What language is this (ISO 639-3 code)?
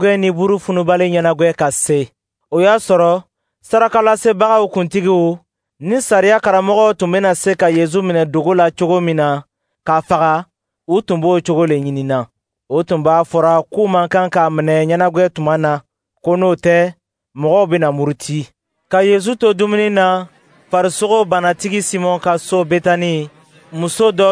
dyu